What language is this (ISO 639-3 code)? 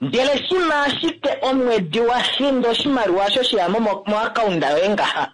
kua